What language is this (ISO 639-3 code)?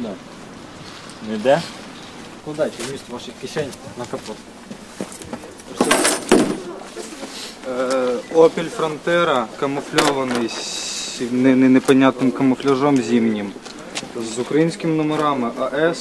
ukr